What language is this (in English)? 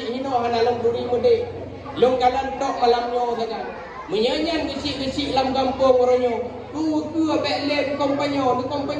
Achinese